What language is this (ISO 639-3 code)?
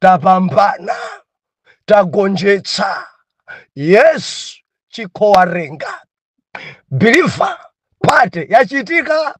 nya